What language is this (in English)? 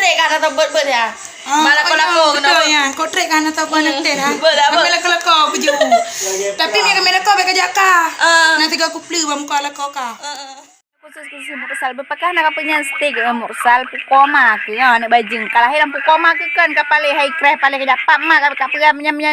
Achinese